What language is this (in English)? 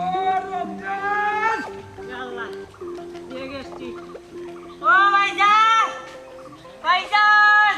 Sylheti